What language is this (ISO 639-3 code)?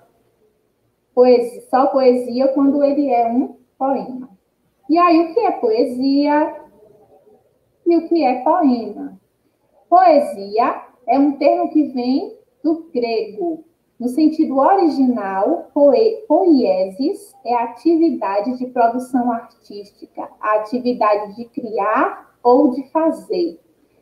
por